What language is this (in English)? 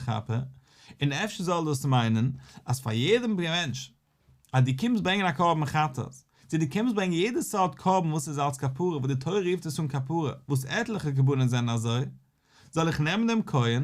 Yiddish